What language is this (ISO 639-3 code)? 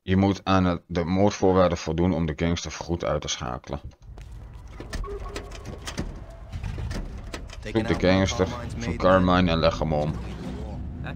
nld